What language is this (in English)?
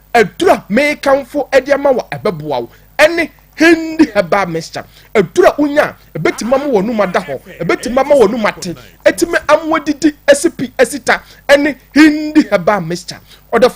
Akan